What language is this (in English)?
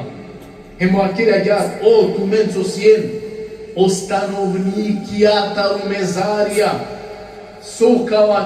Balkan Romani